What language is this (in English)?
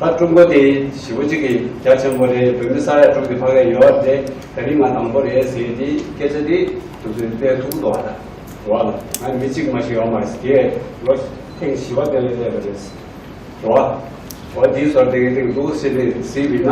Tibetan